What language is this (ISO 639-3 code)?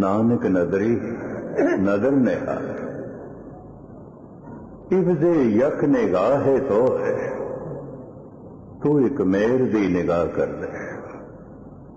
pan